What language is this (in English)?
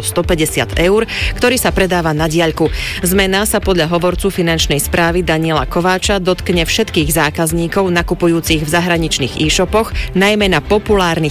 Slovak